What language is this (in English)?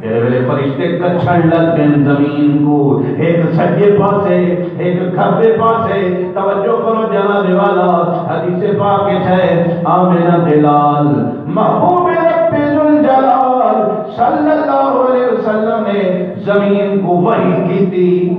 Saraiki